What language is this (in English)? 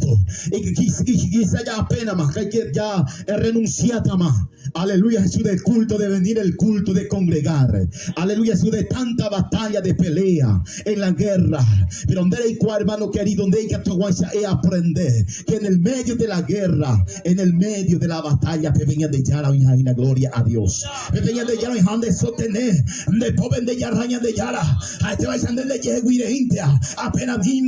Guarani